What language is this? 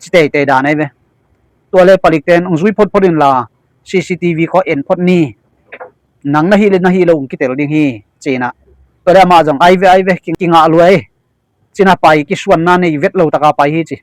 Tedim Chin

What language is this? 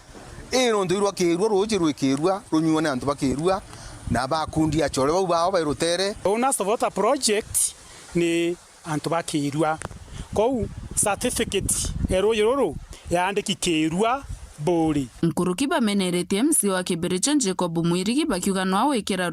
Meru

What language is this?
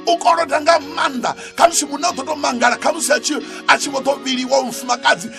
Venda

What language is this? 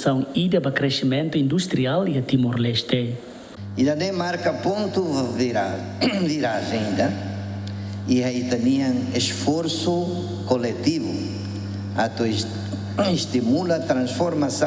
Tetum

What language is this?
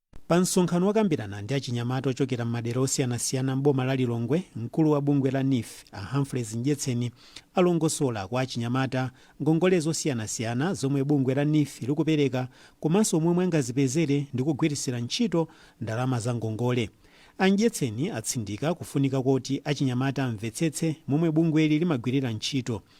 Nyanja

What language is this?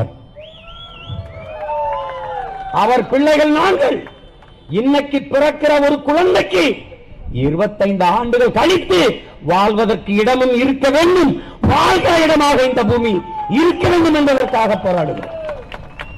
Tamil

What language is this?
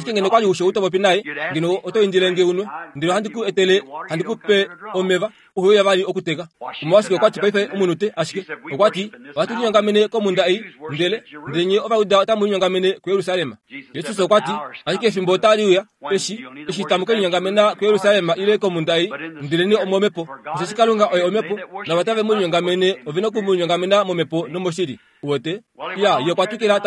Kuanyama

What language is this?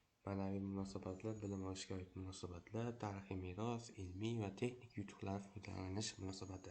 Uzbek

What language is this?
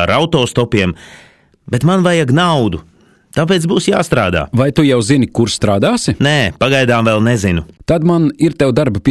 Latvian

